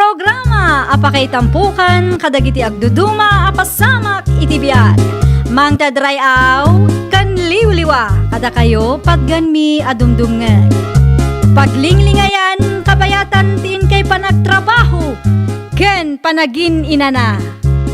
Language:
Iloko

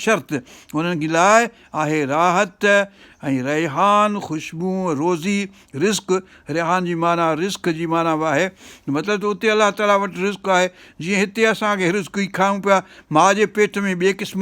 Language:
Sindhi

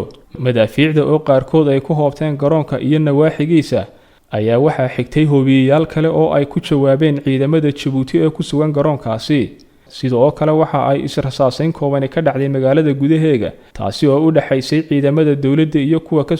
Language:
Somali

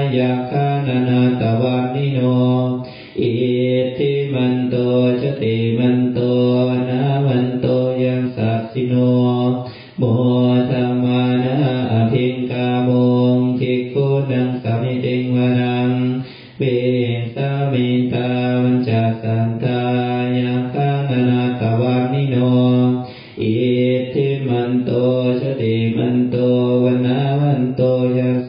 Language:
Pali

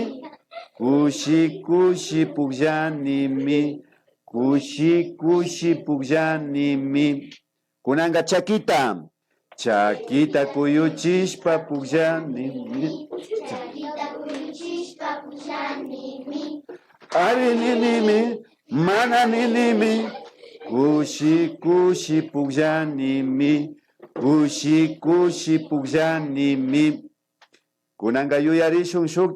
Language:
Imbabura Highland Quichua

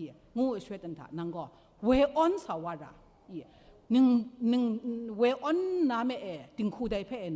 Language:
Kachin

